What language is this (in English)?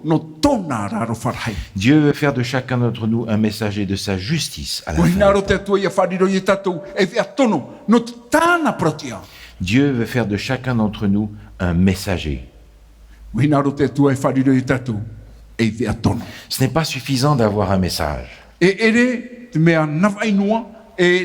Tahitian